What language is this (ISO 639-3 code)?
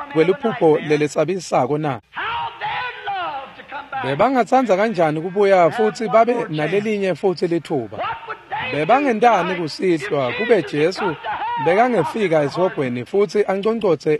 ssw